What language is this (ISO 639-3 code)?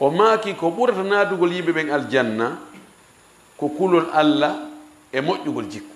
ful